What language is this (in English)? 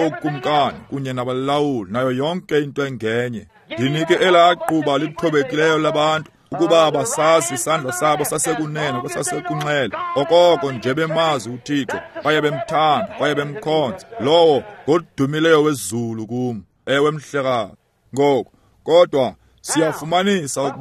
Xhosa